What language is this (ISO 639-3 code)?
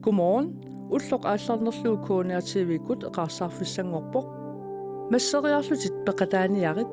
kal